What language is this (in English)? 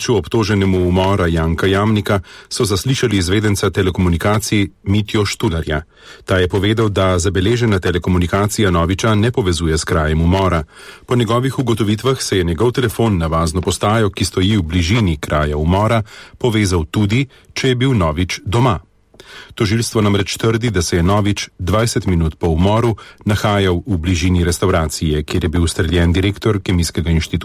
Slovenian